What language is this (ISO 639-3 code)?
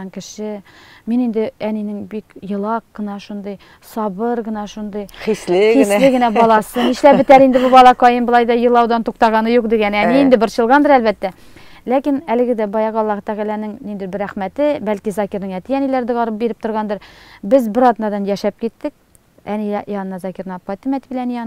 tat